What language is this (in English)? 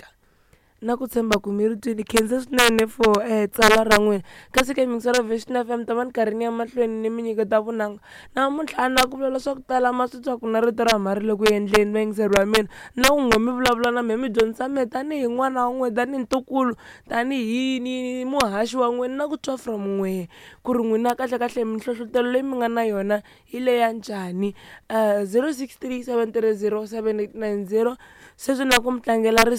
Tsonga